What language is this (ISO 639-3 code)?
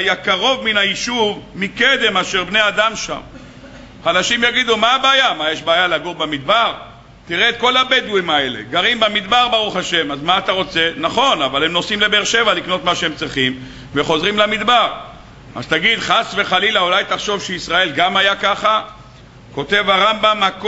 heb